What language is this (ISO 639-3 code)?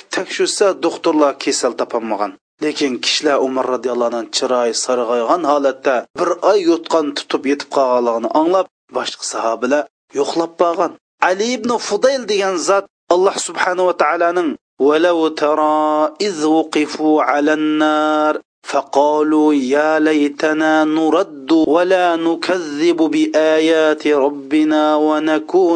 uig